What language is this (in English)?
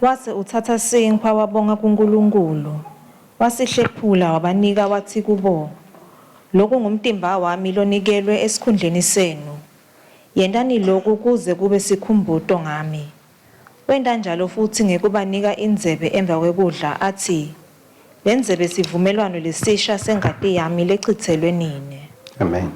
Swati